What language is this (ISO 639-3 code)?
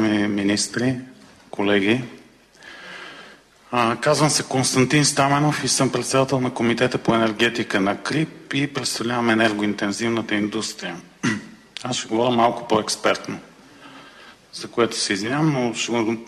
bul